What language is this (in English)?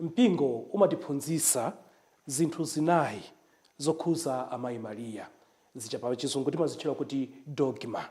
Nyanja